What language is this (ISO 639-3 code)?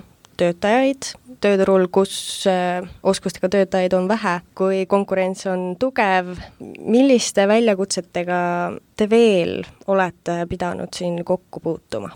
est